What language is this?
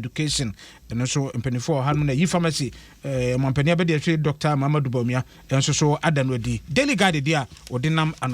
Akan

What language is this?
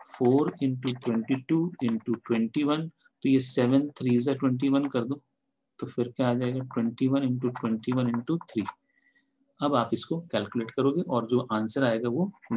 Hindi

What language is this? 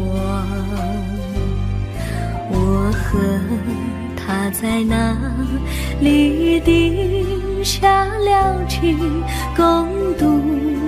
Chinese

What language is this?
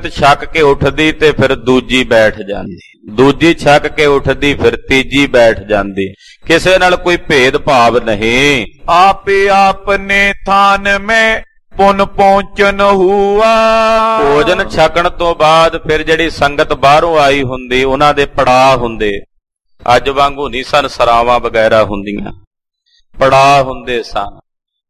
Punjabi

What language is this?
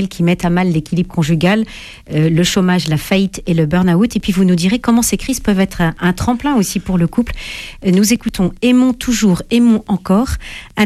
French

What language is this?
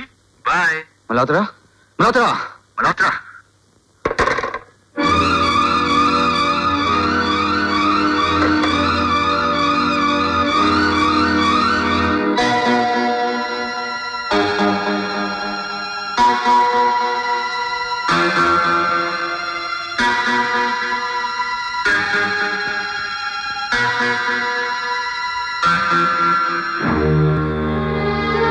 Hindi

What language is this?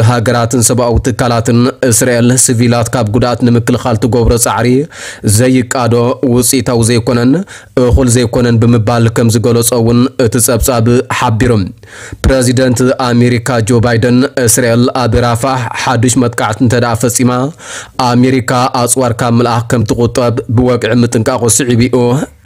Tigrinya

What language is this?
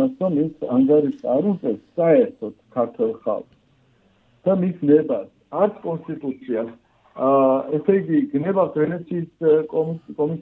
Georgian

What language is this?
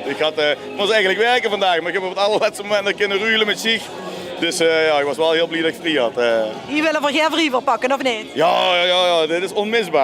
Limburgish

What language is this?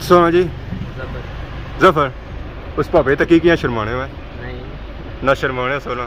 Pahari-Potwari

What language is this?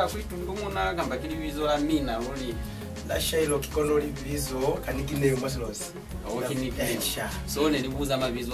Lozi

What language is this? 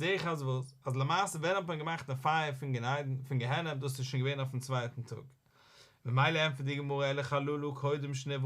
Yiddish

